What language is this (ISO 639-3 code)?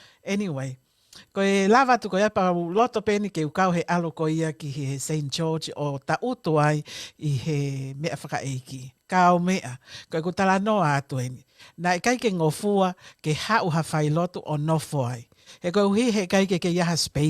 ton